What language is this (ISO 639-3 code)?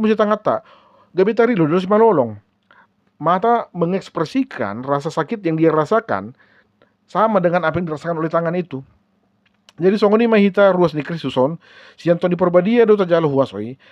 bbc